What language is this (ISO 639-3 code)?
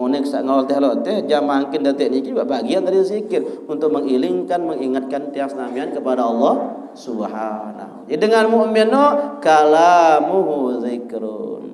sas